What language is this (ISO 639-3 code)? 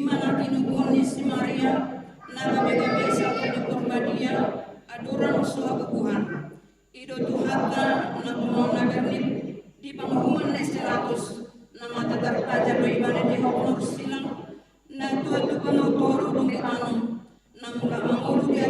bbc